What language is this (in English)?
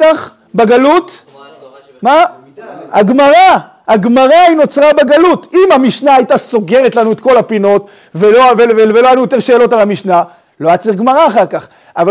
Hebrew